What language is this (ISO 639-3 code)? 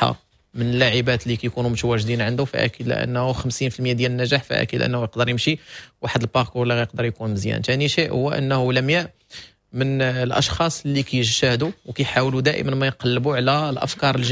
ary